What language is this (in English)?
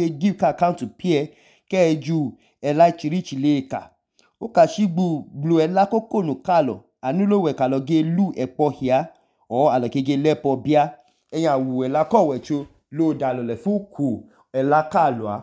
Idoma